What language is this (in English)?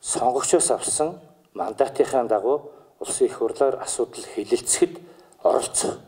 Mongolian